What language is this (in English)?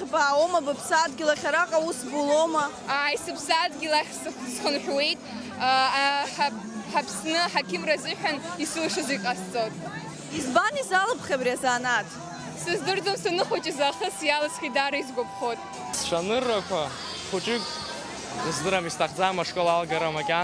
Abkhazian